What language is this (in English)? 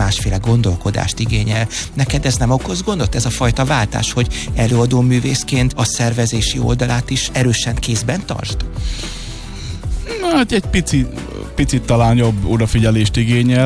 Hungarian